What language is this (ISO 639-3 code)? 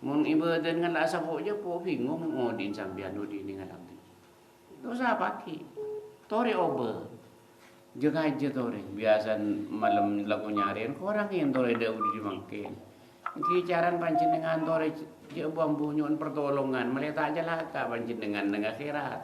mad